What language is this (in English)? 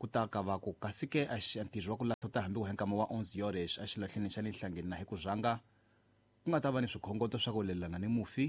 Tsonga